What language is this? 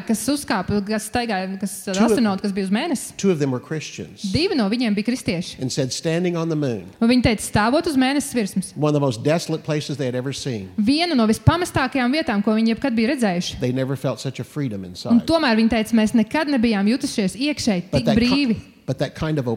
Latvian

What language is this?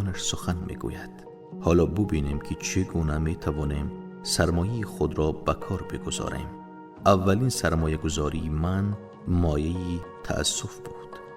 Tajik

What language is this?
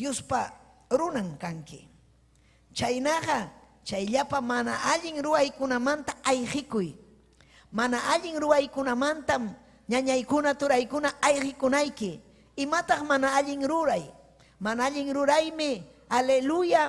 Ayacucho Quechua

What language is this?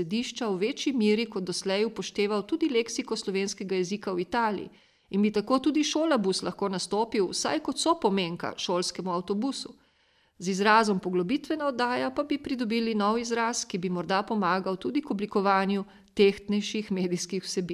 Slovenian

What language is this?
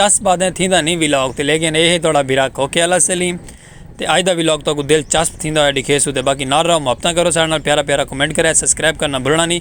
Saraiki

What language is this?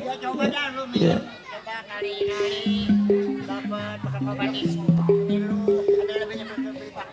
Betawi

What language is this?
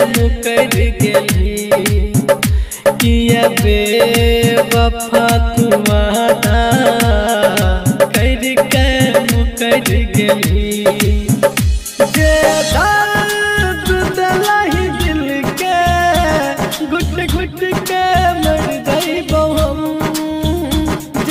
Bhojpuri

